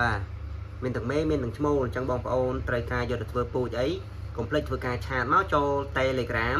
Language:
Khmer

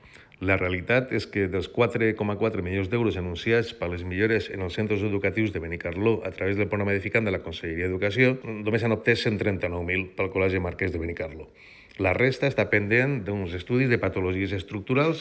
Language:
Catalan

